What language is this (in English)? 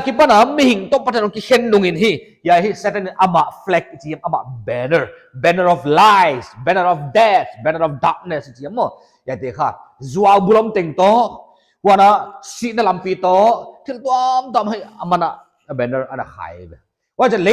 Paite Chin